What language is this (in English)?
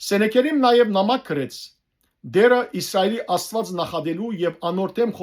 Western Armenian